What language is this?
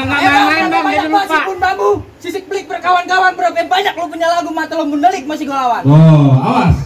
Betawi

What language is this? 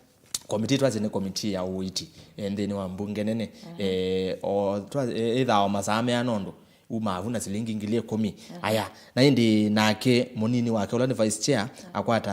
Kamba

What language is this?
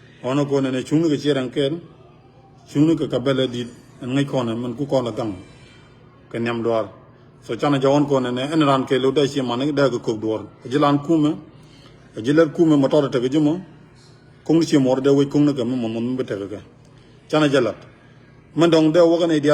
Nuer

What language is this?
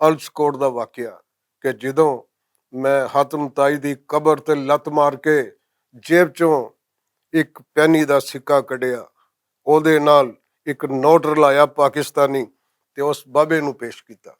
Western Panjabi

